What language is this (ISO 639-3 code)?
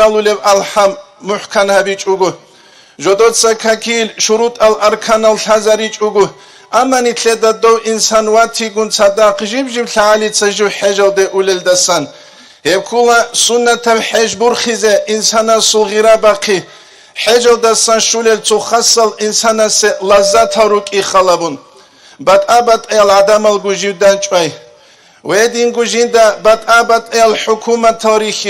ava